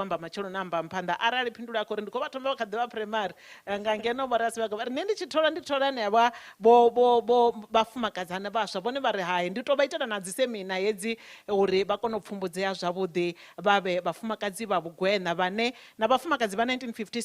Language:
Venda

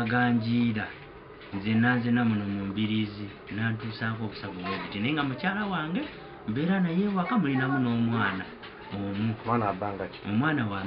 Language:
Ganda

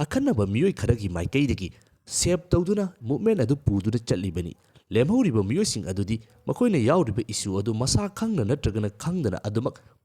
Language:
Manipuri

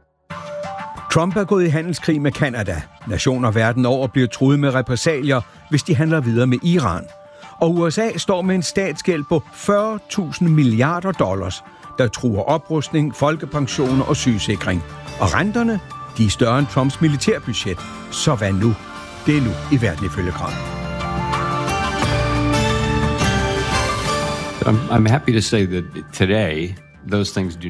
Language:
Danish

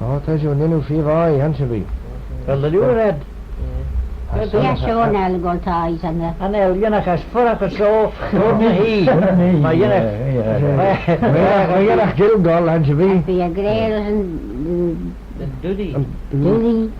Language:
Manx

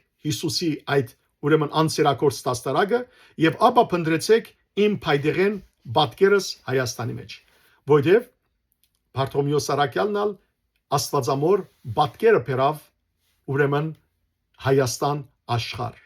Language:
Western Armenian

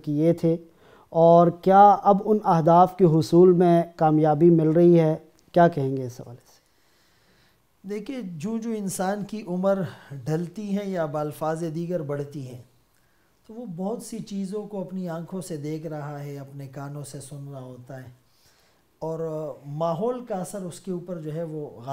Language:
Urdu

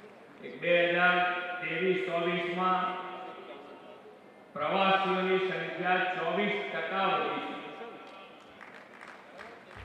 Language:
Gujarati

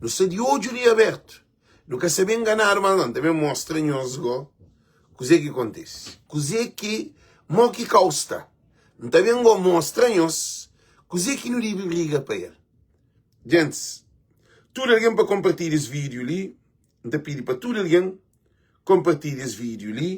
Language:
Kabuverdianu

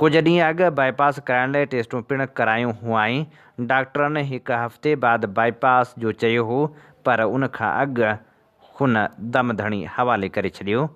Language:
Sindhi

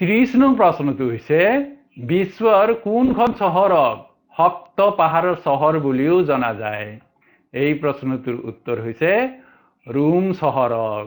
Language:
Assamese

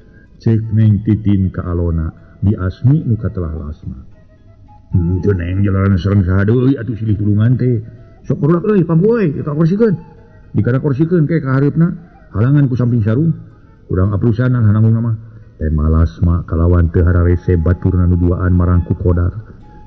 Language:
Sundanese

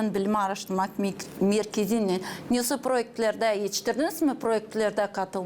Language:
Gagauz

